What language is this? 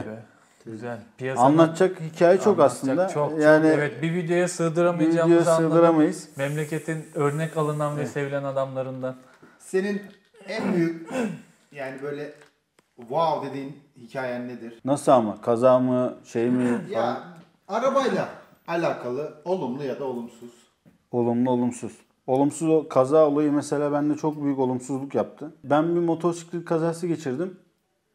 Turkish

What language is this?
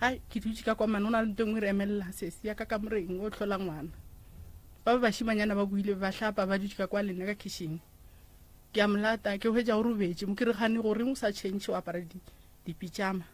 Northern Sotho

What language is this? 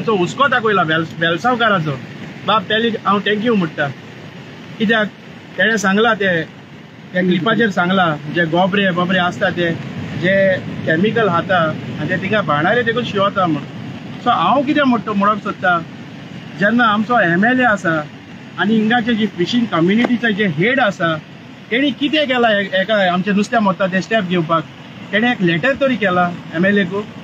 Konkani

